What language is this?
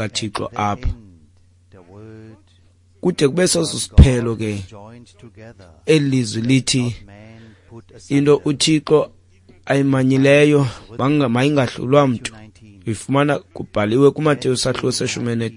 Xhosa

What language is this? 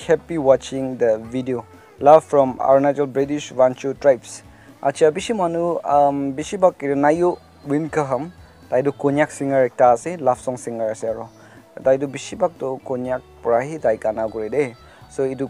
Naga Pidgin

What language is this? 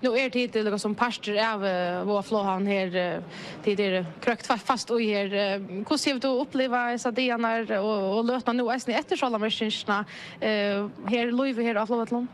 Faroese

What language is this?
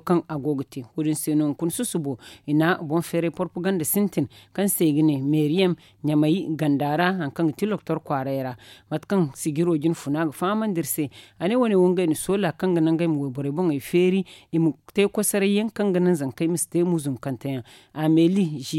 Zarma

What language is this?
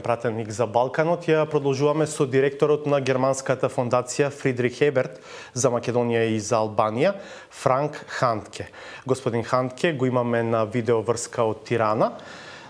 Macedonian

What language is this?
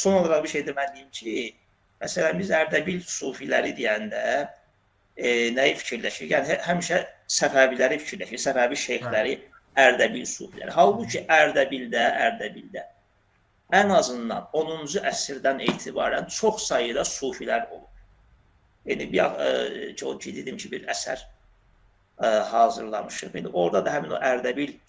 Azerbaijani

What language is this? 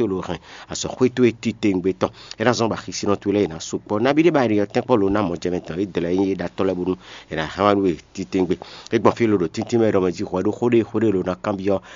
Fon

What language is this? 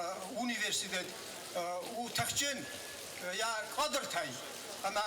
Ossetic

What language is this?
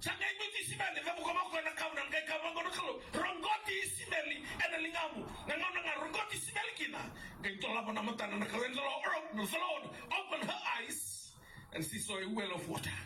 Fijian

